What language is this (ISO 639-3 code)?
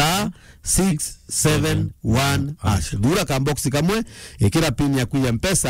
mer